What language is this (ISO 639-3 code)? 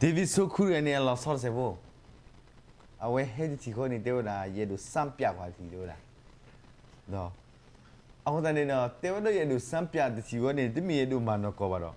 ksw